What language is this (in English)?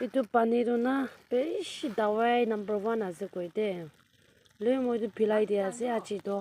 Naga Pidgin